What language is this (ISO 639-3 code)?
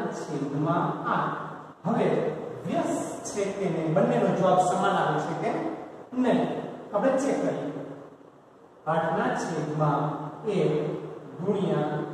guj